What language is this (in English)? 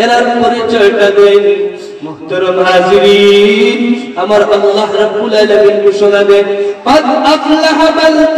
Sylheti